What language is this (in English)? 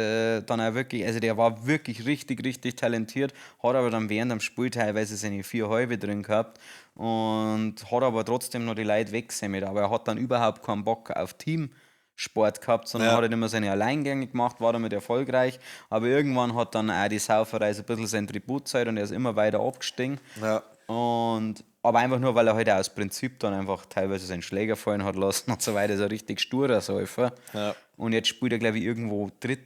Bavarian